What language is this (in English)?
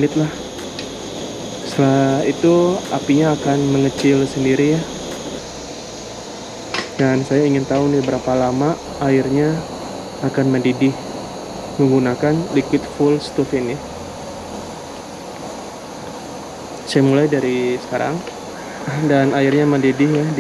Indonesian